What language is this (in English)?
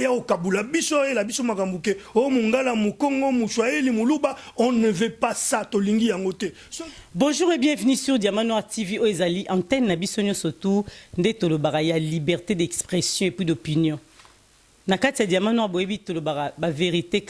Lingala